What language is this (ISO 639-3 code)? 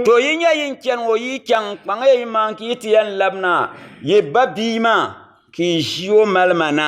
dag